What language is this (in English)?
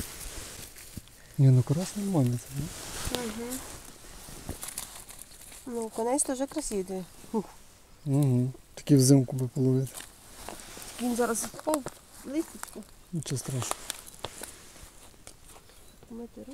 Ukrainian